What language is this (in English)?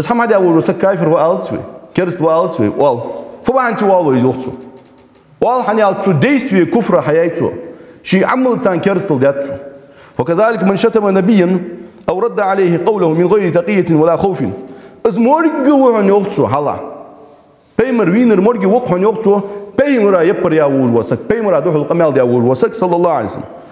Ingush